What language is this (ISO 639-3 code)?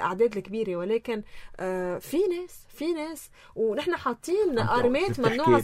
apc